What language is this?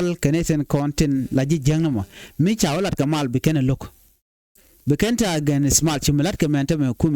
Nuer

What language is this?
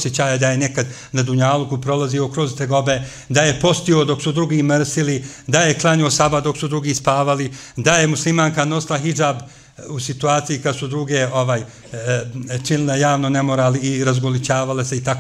Bosnian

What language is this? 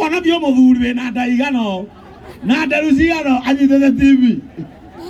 Kikuyu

